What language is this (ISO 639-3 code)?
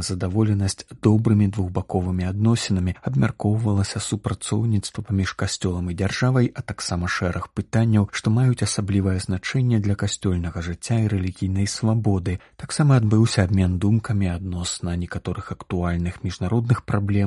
bel